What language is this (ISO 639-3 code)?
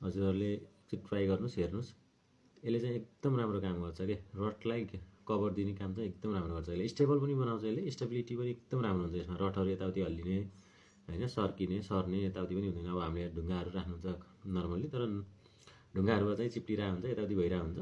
nep